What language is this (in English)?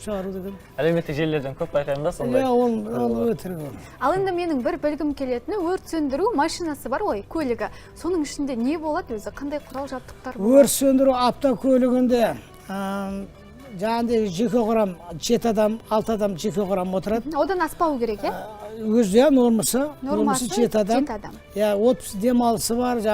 Kazakh